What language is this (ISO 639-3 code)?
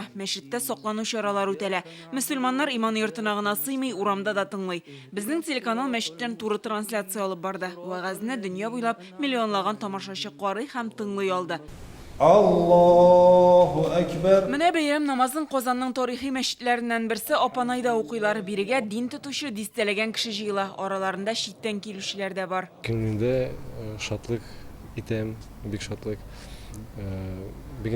tat